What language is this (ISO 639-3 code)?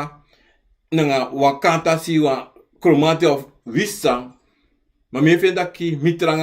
srn